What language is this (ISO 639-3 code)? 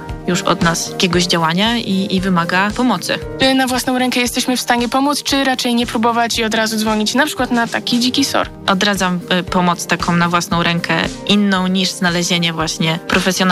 pol